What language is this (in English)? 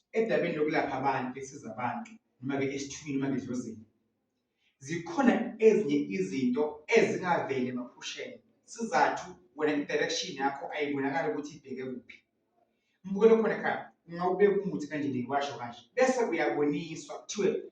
Zulu